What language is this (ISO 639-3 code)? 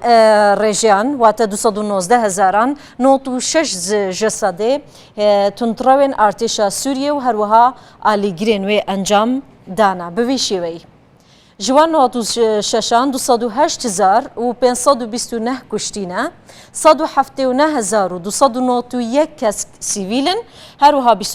kur